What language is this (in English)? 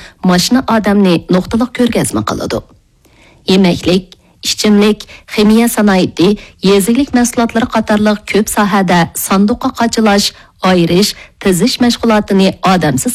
Uyghur